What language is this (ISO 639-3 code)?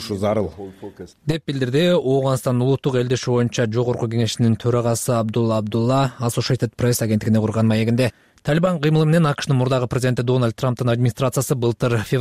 kir